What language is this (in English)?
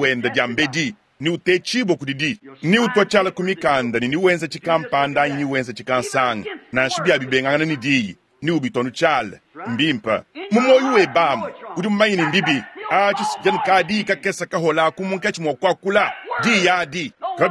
Luba-Lulua